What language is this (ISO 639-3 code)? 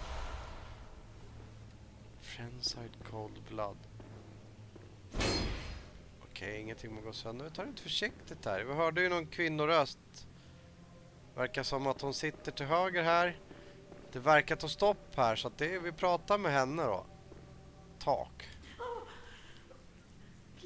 swe